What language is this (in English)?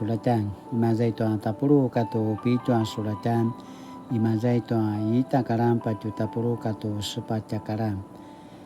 Paiwan